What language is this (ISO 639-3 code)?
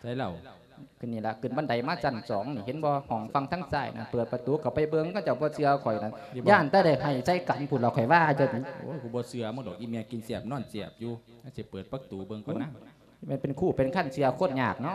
lao